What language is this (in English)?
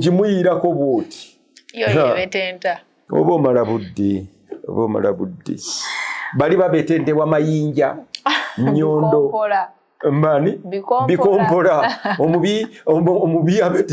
Ganda